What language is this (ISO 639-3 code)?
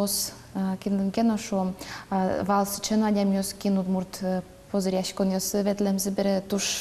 udm